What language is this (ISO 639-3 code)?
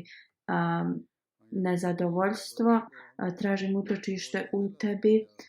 bos